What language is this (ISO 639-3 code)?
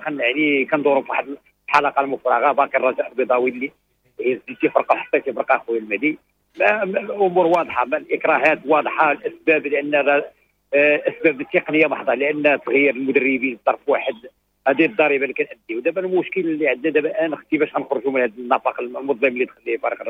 ary